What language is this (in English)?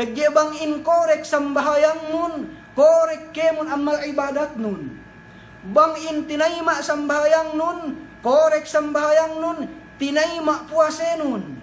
Yakan